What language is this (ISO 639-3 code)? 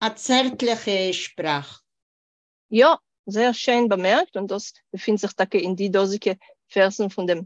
yid